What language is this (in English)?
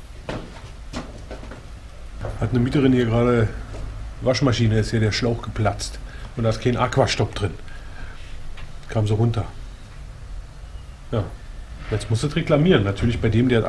German